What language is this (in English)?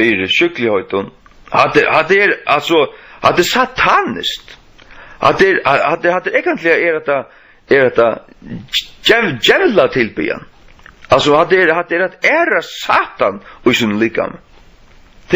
Faroese